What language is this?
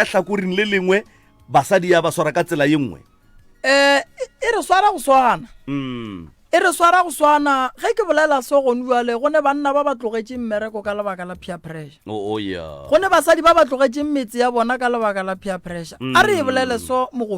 Northern Sotho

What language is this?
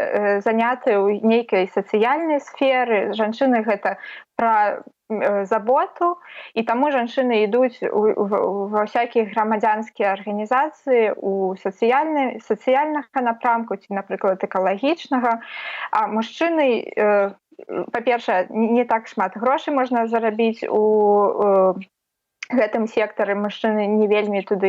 Belarusian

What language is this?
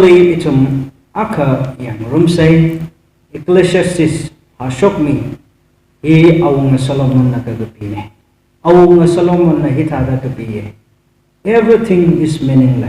Tangkhul Naga (India)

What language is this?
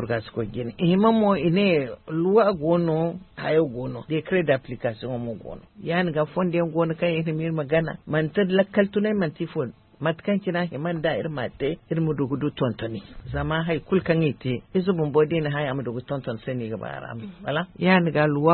Zarma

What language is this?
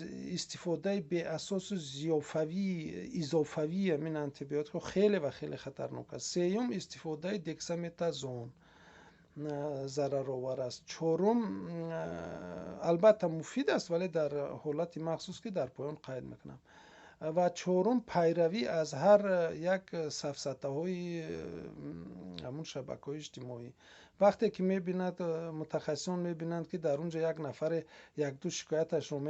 Tajik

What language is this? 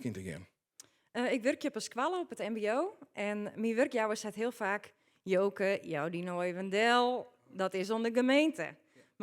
Western Frisian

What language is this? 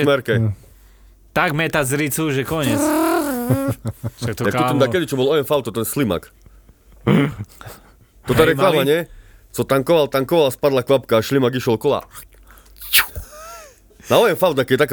Slovak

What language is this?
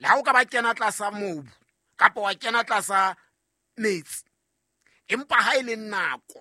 Southern Sotho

